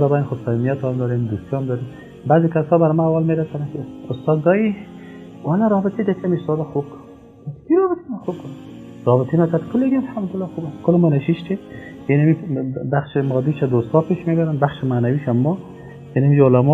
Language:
Persian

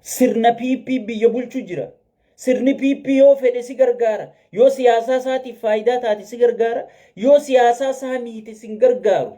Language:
Oromo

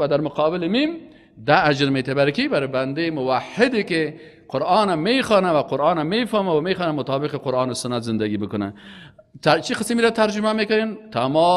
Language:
Persian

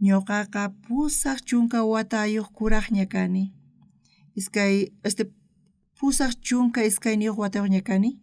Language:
South Bolivian Quechua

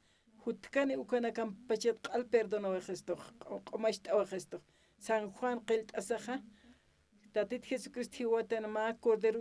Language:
Aymara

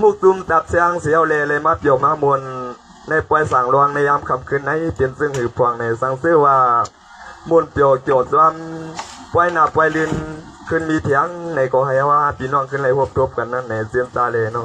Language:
Shan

